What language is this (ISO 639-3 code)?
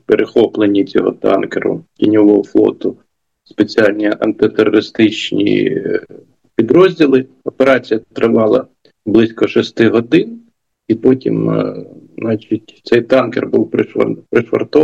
ukr